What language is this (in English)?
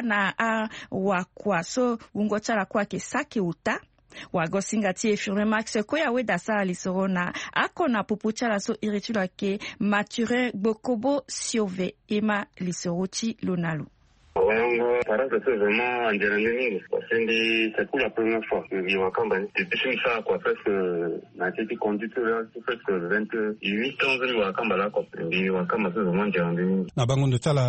Sango